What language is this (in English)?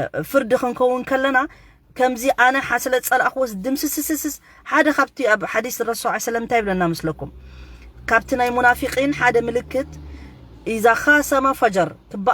Tigrinya